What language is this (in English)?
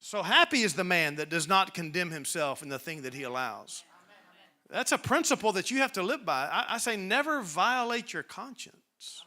English